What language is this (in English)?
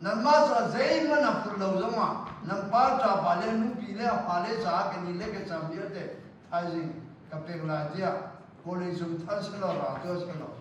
Hakha Chin